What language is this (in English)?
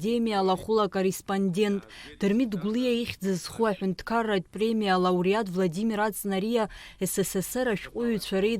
Abkhazian